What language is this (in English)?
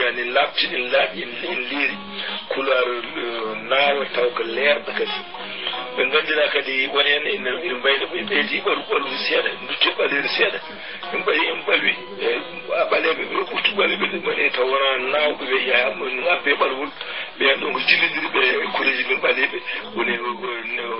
Fula